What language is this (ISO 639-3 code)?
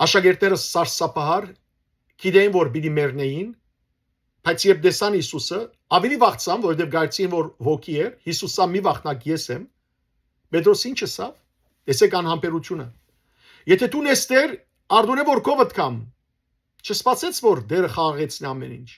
hyw